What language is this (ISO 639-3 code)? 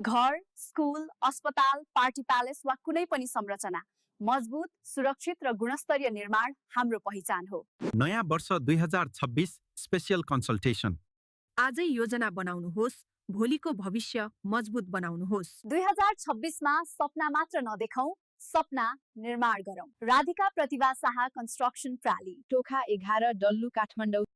nep